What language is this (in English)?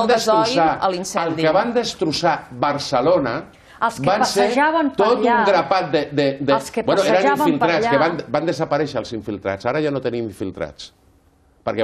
Catalan